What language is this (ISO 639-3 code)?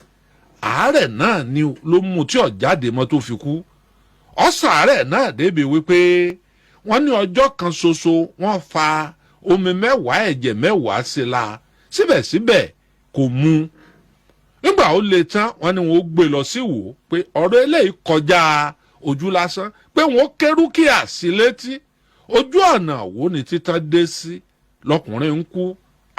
yor